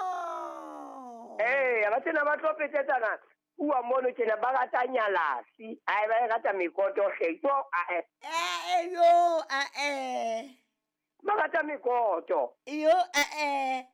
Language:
Southern Sotho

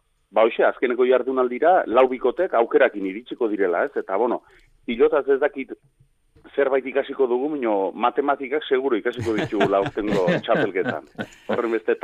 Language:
Basque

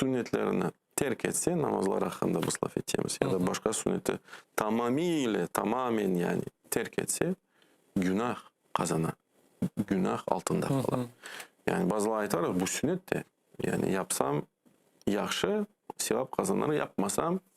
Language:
Crimean Tatar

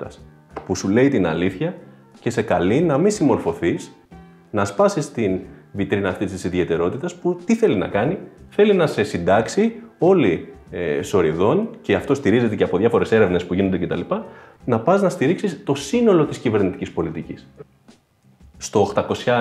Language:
Greek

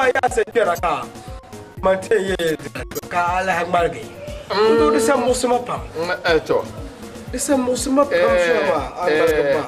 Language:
Dagbani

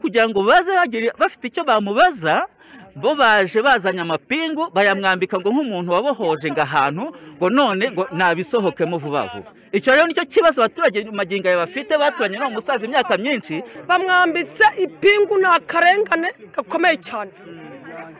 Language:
Kinyarwanda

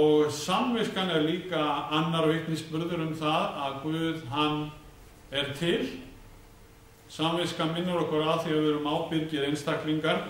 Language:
Icelandic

